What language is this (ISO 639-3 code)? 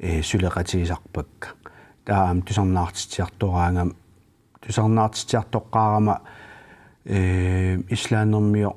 kal